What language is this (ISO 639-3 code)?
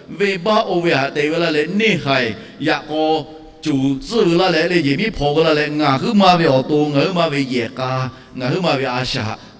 lhu